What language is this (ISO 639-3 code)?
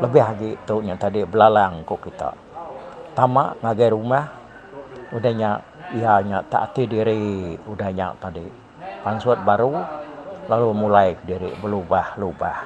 iba